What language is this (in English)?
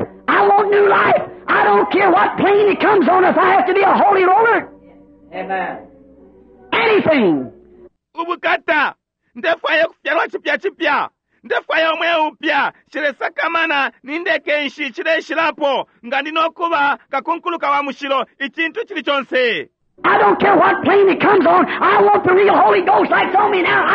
Bemba